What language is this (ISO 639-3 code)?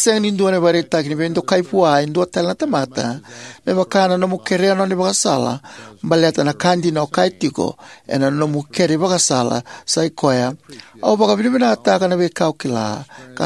fij